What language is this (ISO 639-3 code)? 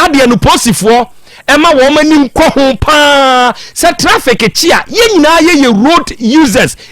aka